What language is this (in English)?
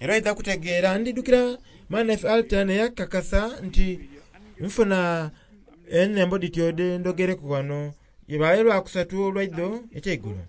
Soga